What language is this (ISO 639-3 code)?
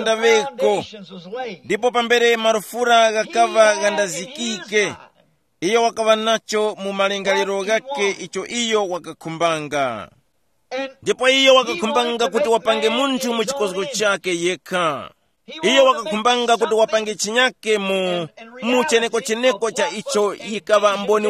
tum